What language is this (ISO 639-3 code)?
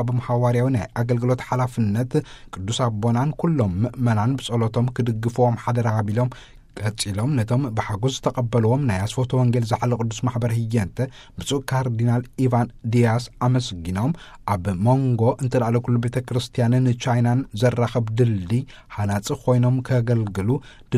tir